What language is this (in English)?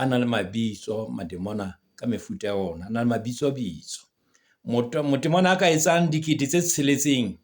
Southern Sotho